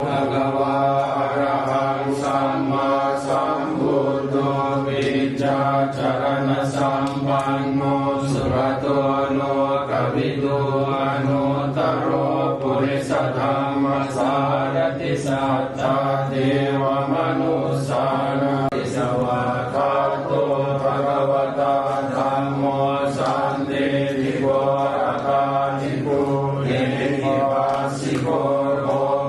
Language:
Pali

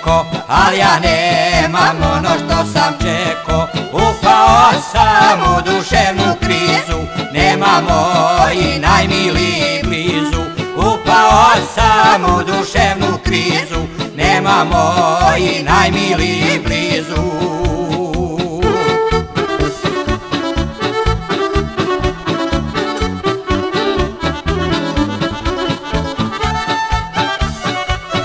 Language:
Croatian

